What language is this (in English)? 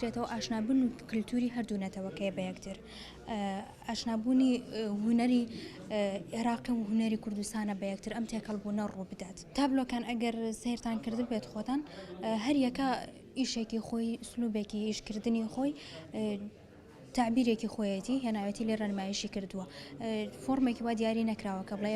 Central Kurdish